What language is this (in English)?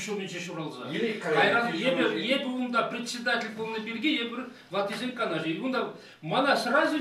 Chuvash